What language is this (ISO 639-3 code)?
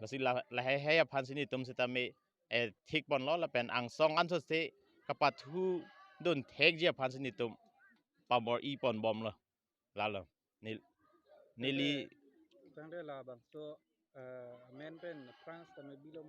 mjw